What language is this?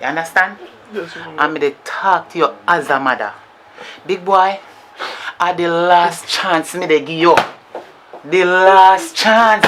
Jamaican Creole English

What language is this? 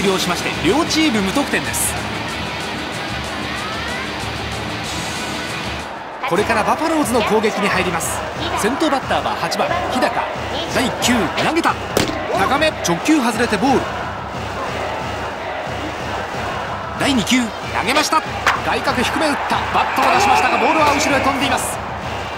Japanese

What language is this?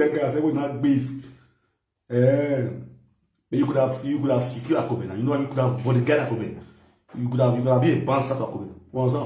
Nigerian Pidgin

